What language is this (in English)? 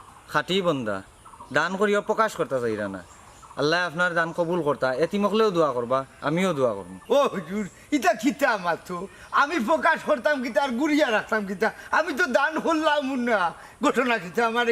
Sylheti